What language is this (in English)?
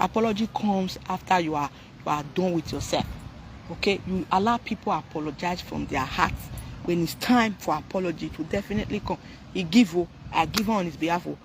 Nigerian Pidgin